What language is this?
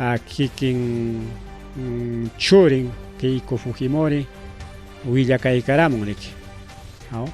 Ayacucho Quechua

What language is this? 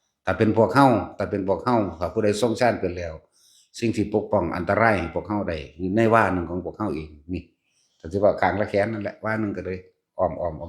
Lao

